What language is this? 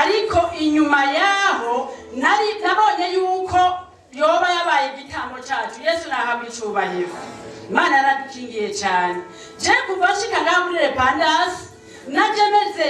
Rundi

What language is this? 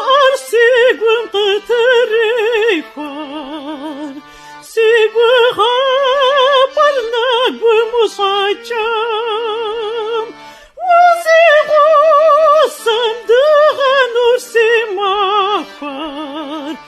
Kabardian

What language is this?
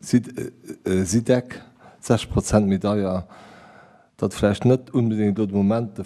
Luxembourgish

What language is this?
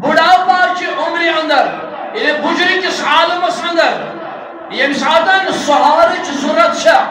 Kashmiri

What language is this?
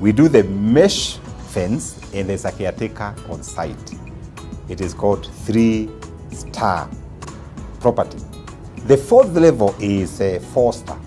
Kalenjin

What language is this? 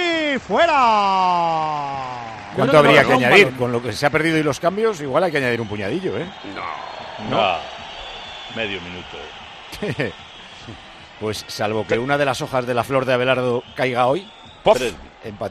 Spanish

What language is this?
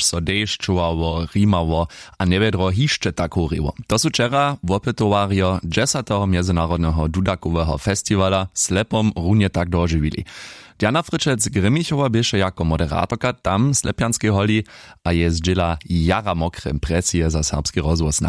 Upper Sorbian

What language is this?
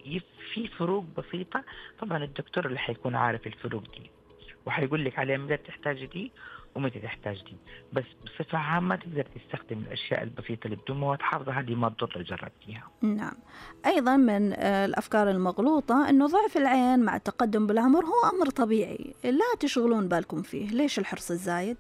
Najdi Arabic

